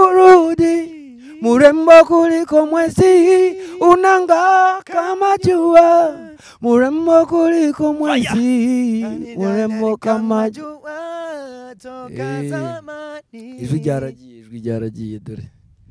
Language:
Kinyarwanda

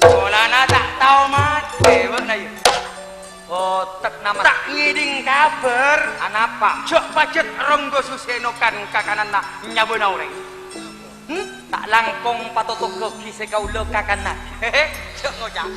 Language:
Madurese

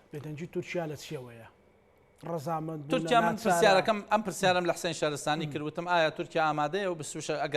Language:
Central Kurdish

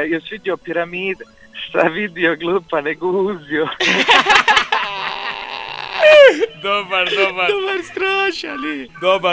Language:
Bosnian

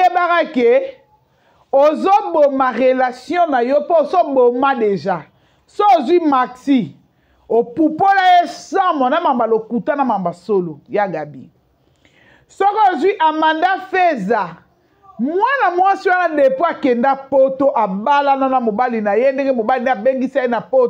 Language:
Lingala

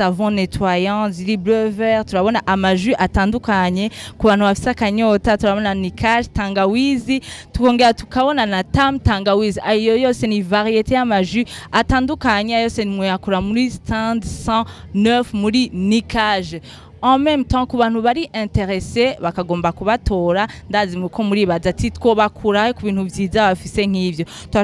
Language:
Rundi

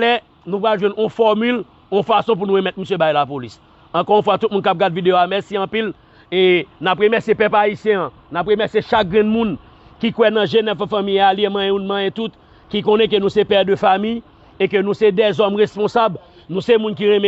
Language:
Haitian Creole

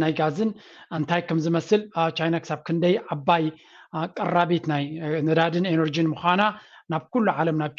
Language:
Tigrinya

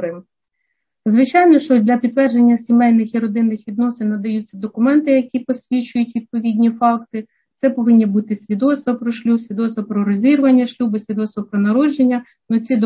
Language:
Ukrainian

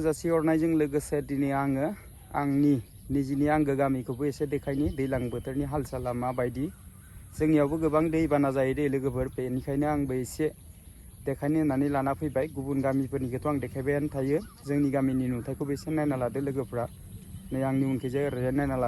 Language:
Bodo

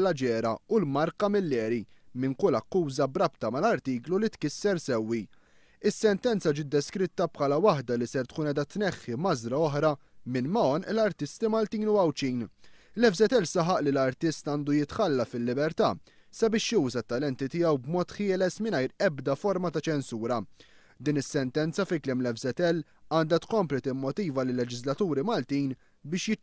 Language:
Maltese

